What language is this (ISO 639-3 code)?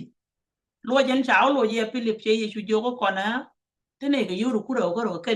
nus